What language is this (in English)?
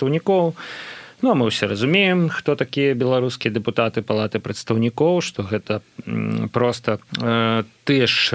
Belarusian